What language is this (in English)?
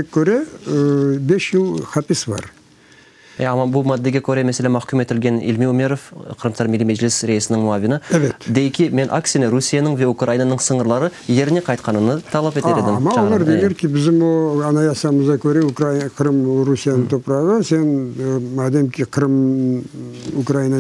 Crimean Tatar